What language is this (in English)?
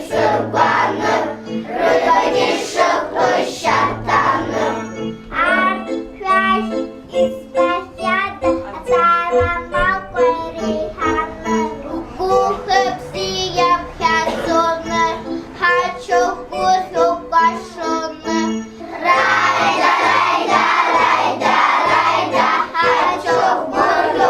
Abkhazian